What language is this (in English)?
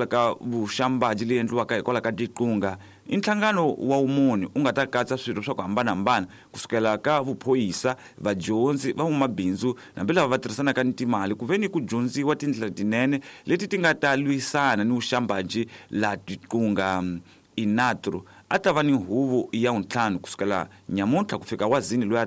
Tsonga